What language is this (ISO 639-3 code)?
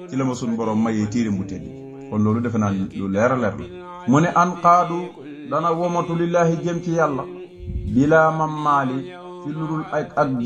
wol